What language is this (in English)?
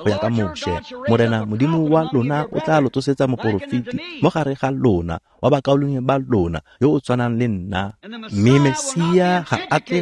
Tswana